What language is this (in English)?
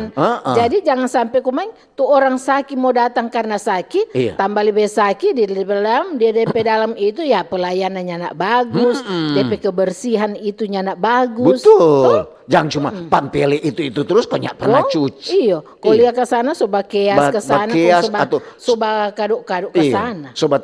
Manado Malay